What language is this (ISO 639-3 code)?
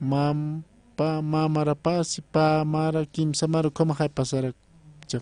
aym